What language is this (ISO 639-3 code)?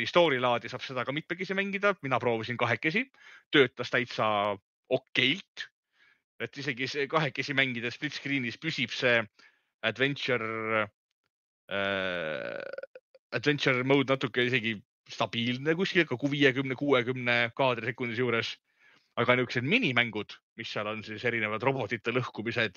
est